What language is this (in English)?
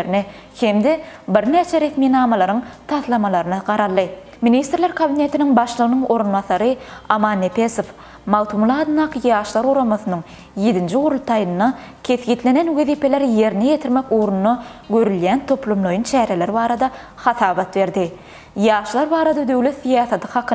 Turkmen